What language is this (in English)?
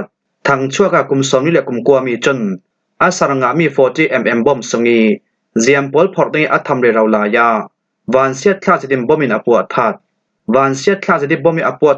Falam Chin